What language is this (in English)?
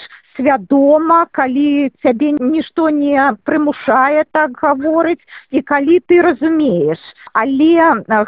Belarusian